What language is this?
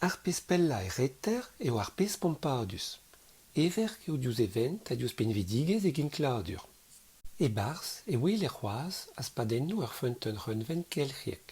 Breton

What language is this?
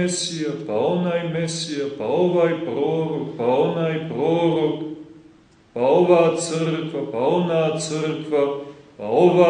Serbian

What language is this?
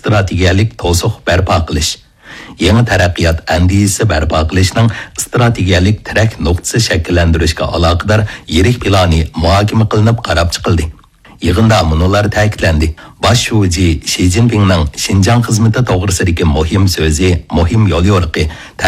Uyghur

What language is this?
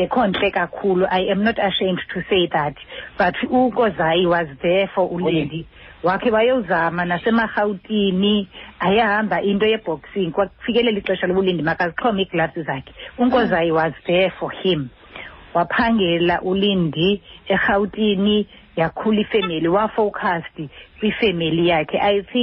Xhosa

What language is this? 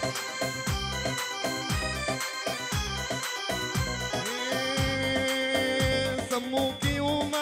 Arabic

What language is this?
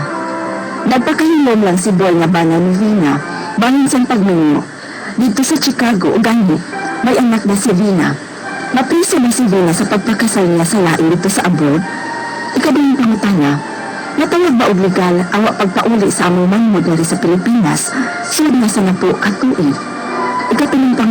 Cebuano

